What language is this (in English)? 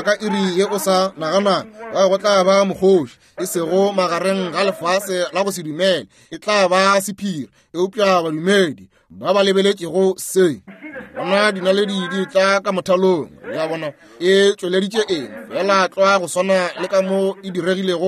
Northern Sotho